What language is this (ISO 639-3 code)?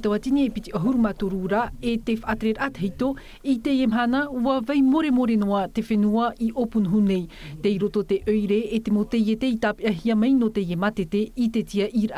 tah